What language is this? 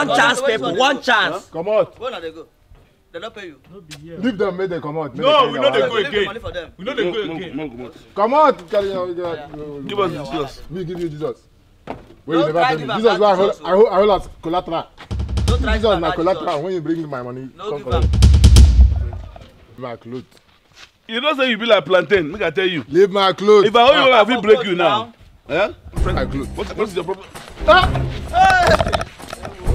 Nigerian Pidgin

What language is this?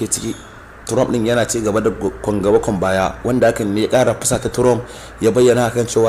Hausa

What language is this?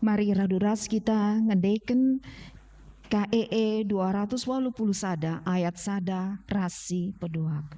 Batak Karo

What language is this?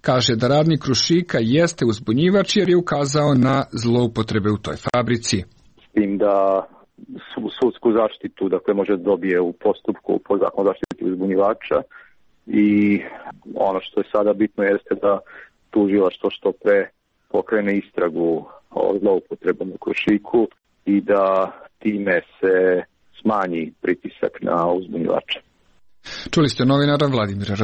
Serbian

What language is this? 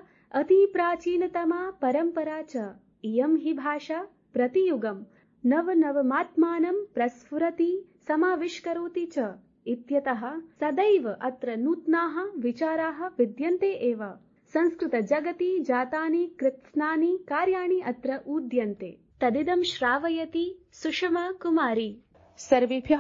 Sanskrit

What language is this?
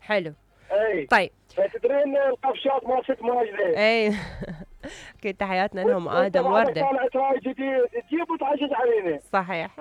Mesopotamian Arabic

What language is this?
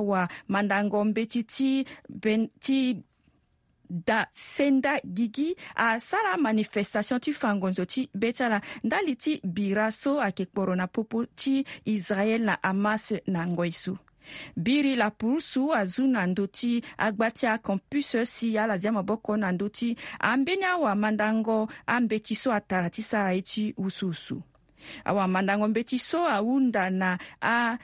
Sango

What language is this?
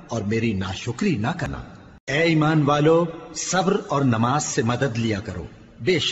Urdu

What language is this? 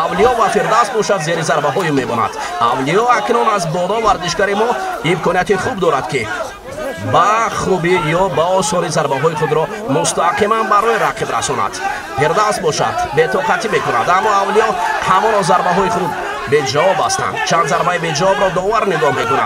Tajik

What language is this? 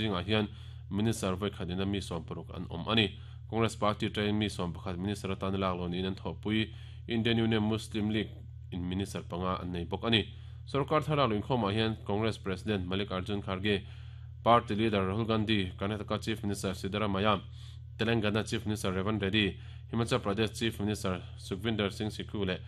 Mizo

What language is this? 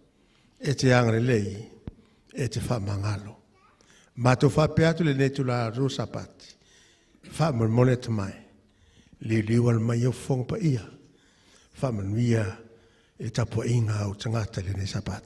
Samoan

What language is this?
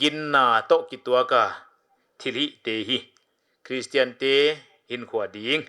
Paite Chin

